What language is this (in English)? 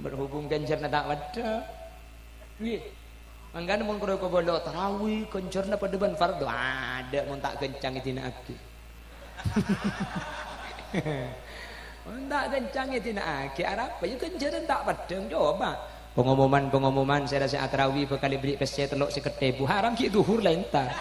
Madurese